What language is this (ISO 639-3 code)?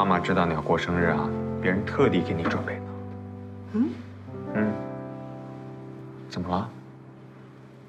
zho